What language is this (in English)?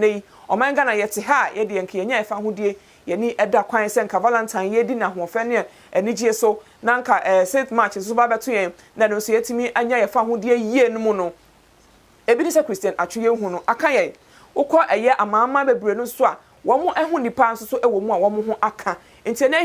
Akan